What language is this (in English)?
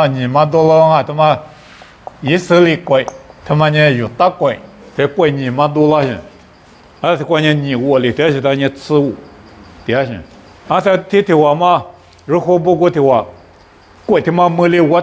Lisu